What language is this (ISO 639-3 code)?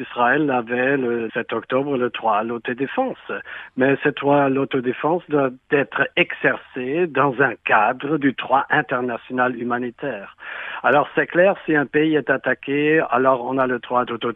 fra